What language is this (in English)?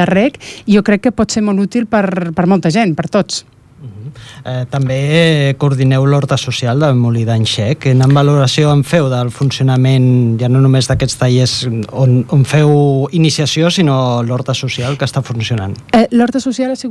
Catalan